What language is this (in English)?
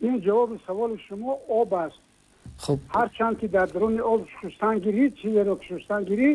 Tajik